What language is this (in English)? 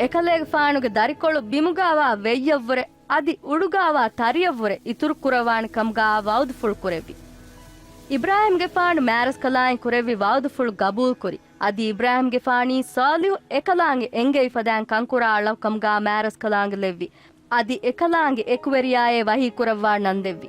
Divehi